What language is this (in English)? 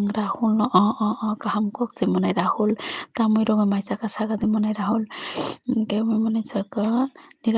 Kok Borok